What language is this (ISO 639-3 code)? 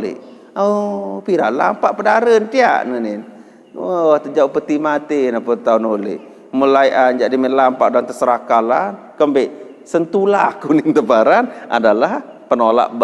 sas